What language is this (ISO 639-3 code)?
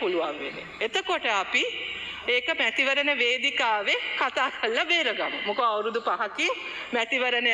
sin